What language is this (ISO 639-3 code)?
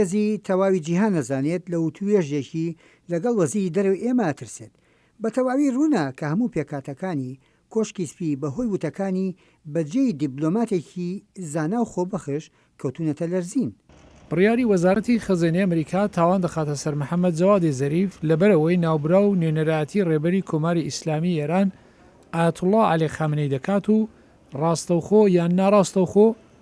ckb